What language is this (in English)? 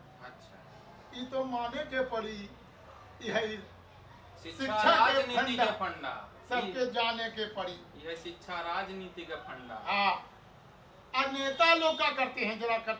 Magahi